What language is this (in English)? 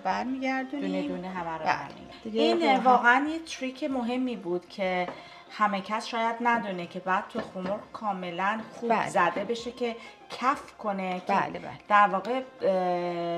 Persian